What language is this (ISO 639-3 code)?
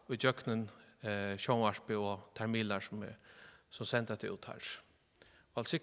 fao